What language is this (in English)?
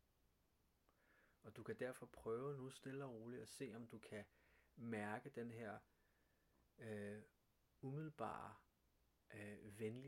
Danish